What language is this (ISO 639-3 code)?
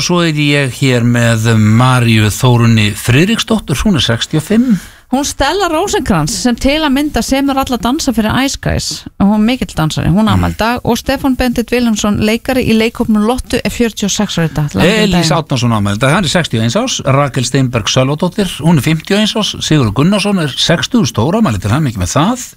isl